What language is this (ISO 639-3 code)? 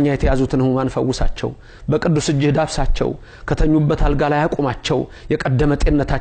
amh